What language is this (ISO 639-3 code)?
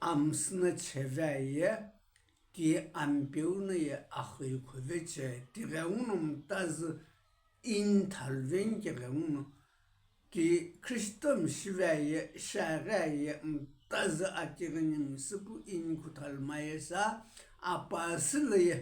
nsm